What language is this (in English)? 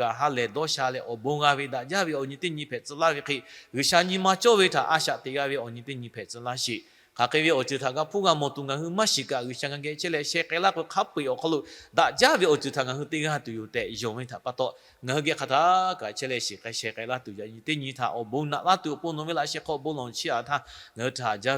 Lahu